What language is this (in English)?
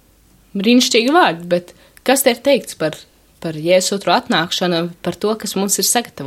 Latvian